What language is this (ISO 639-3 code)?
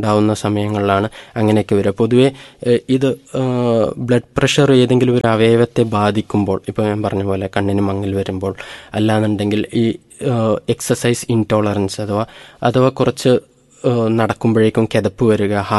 mal